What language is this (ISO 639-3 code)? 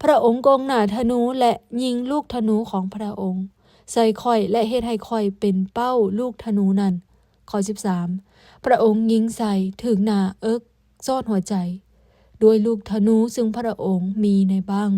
lao